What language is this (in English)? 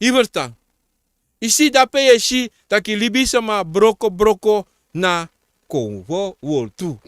Sranan Tongo